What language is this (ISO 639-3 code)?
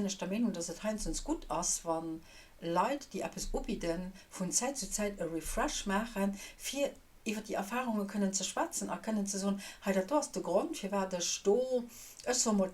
ltz